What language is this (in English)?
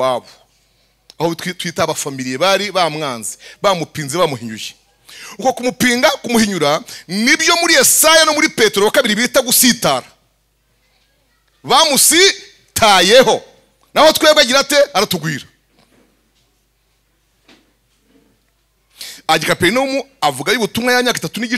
Kinyarwanda